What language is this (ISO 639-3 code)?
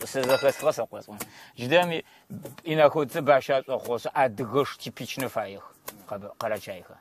kbd